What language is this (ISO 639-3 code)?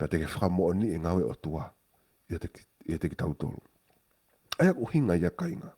ton